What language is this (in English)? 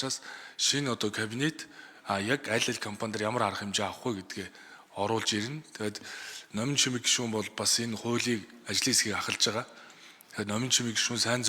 Mongolian